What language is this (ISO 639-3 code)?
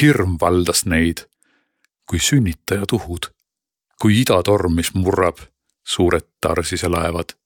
est